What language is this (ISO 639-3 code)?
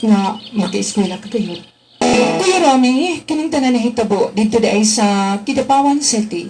ceb